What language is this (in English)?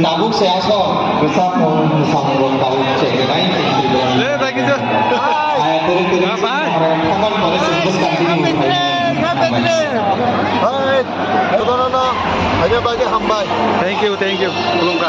Kok Borok